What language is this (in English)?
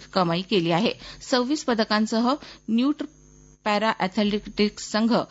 Marathi